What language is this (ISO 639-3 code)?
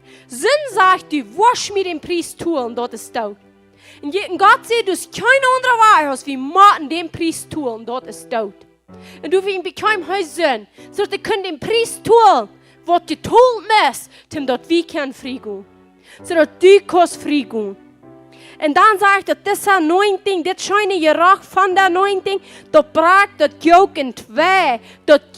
pdt